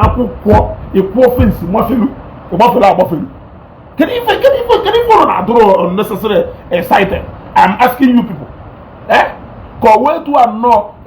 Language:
Igbo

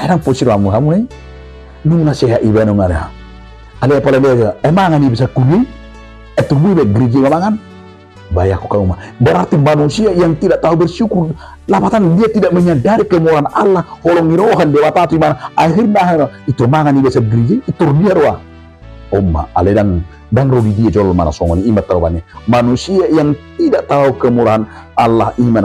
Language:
Batak Toba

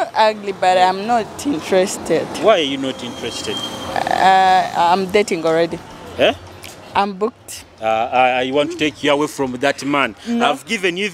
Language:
Nyoro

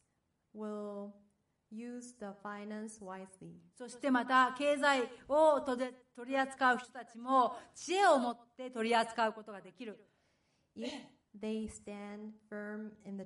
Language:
Japanese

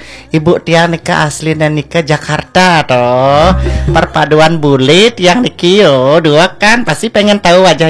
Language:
Balinese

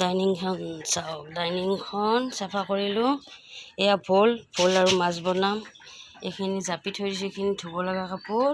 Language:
Assamese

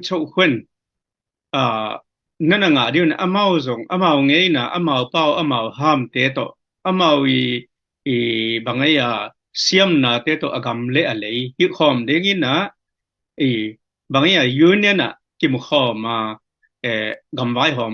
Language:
Tedim Chin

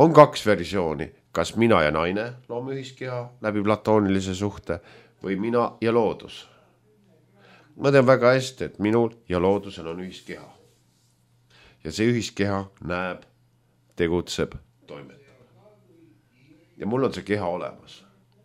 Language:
Estonian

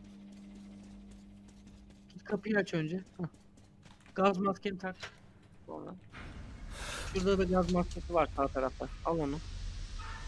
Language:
Turkish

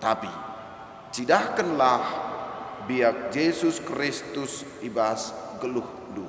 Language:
Batak Karo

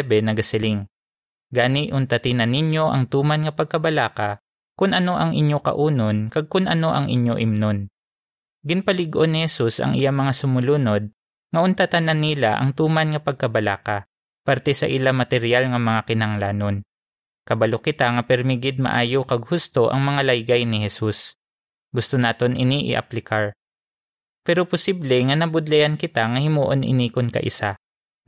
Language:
Hiligaynon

